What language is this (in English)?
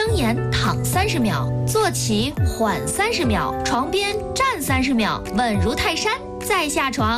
Chinese